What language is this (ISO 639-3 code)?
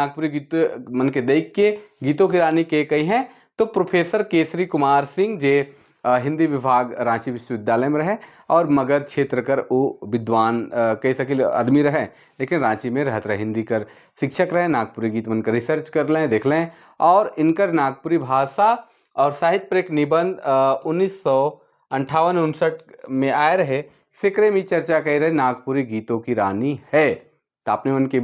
sck